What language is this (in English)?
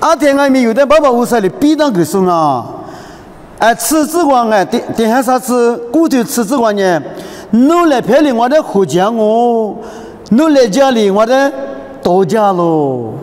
Lisu